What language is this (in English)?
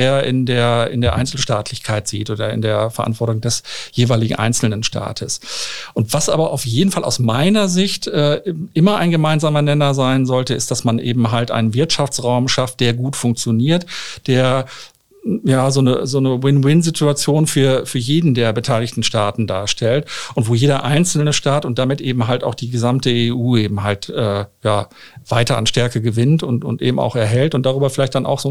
German